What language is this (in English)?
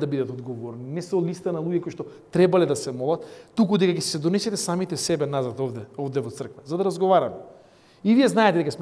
Macedonian